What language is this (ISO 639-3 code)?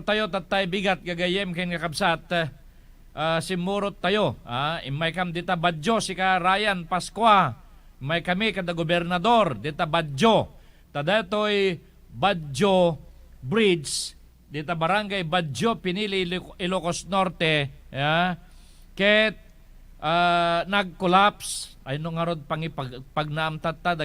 ilo